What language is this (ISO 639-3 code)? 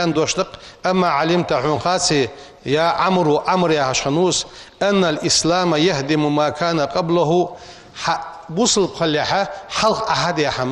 inh